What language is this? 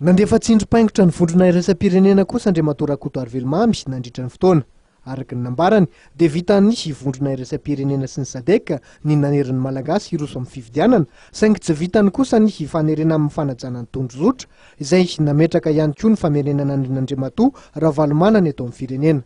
Malagasy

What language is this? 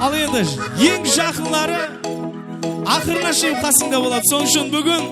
Kara-Kalpak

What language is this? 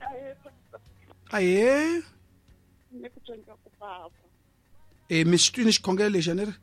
Tsonga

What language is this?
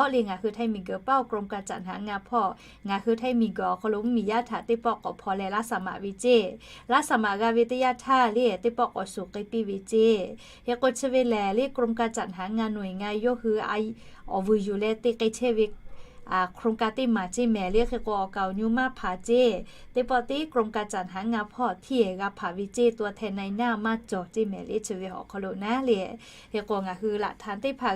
Lahu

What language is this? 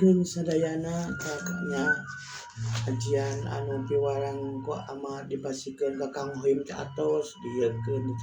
Sundanese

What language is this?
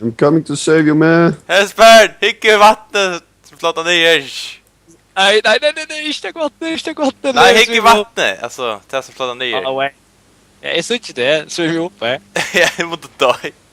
Faroese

